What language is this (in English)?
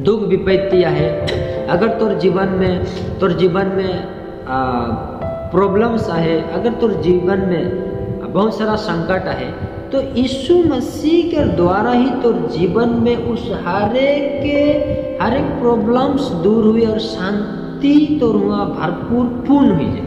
Sadri